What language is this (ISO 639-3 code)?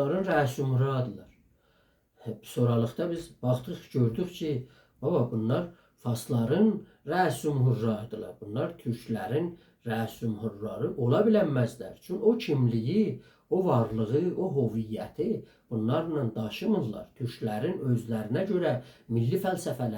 azb